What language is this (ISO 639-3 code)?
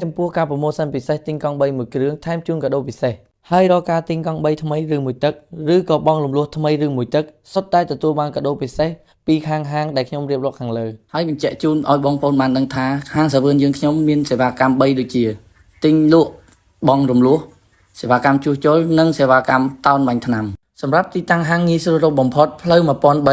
khm